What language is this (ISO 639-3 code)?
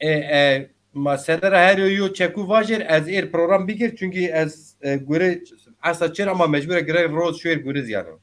zza